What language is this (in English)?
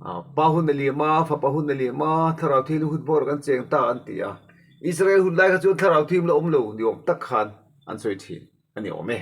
Mizo